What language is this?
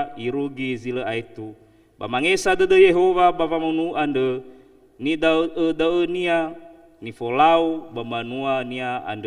Nias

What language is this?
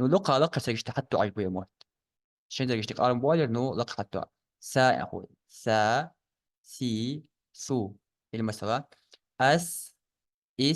Ingush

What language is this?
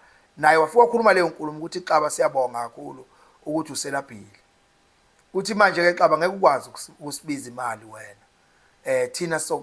Zulu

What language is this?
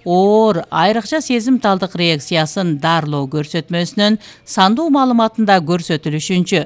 Kyrgyz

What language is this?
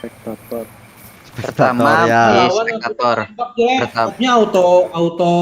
Banjar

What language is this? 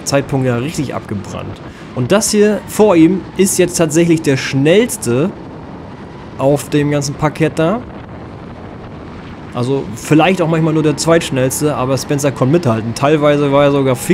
German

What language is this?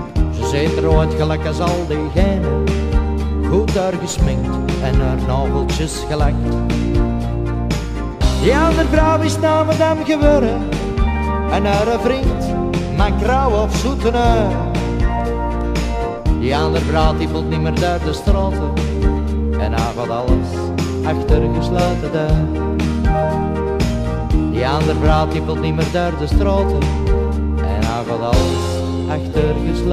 Dutch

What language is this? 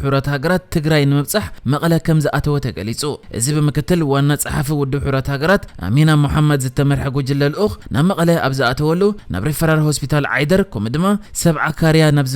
Tigrinya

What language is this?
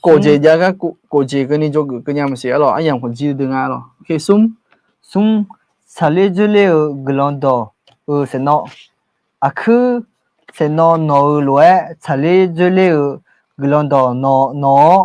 Akha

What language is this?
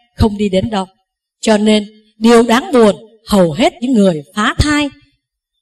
Vietnamese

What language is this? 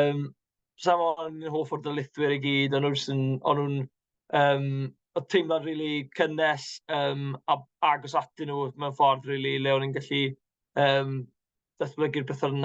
Welsh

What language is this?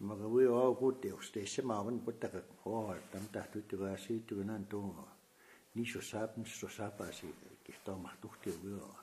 Plains Cree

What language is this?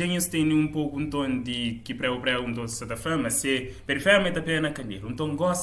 Kabuverdianu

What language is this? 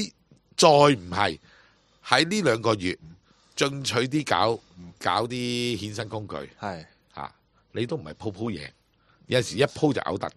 Cantonese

